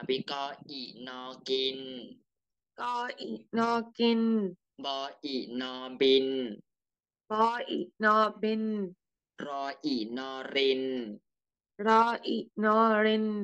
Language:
Thai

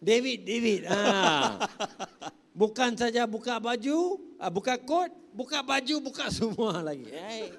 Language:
Iban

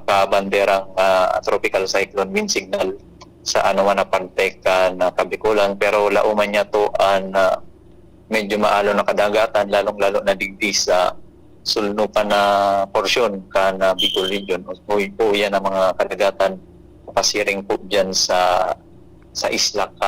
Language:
Bikol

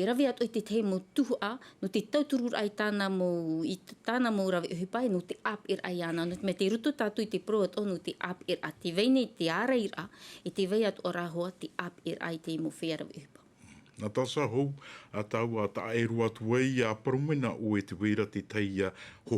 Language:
Tahitian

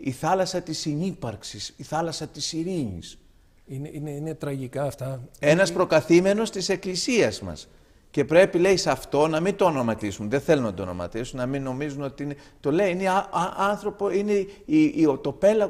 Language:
Greek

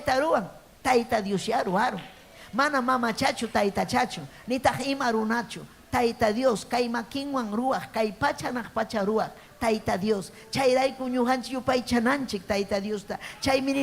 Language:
Ayacucho Quechua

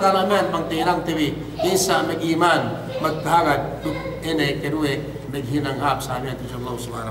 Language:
Yakan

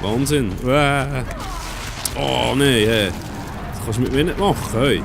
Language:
Swiss German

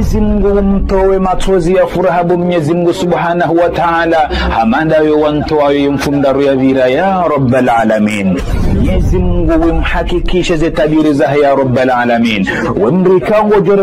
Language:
Ngazidja Comorian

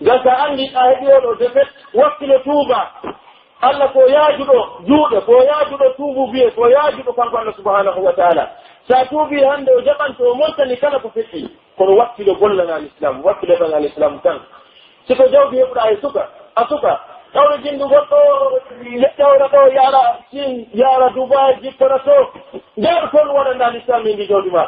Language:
Pular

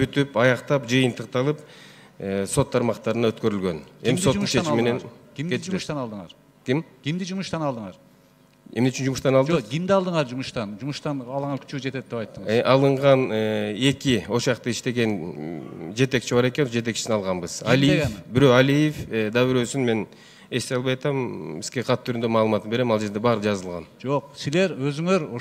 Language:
Kyrgyz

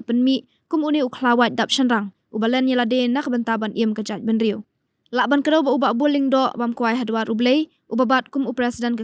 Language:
Khasi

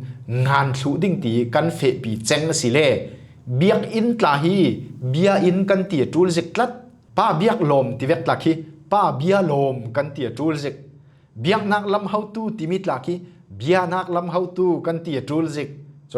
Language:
Falam Chin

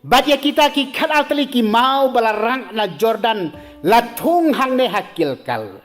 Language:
Khasi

